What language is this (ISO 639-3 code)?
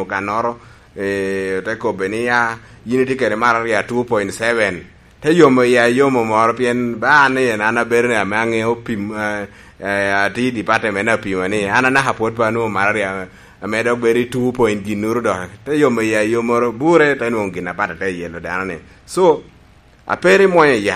laj